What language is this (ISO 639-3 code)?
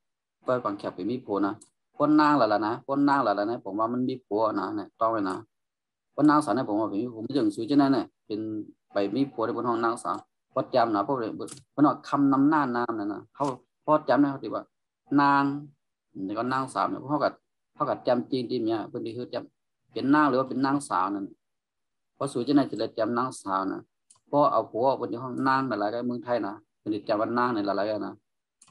shn